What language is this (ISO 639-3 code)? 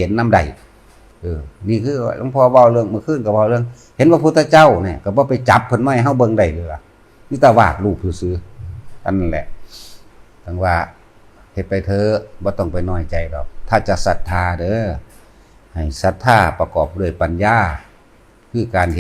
tts